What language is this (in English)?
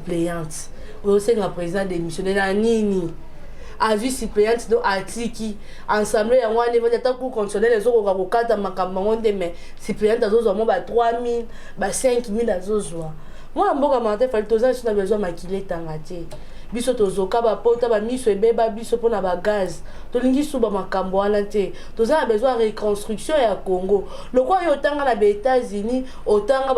Lingala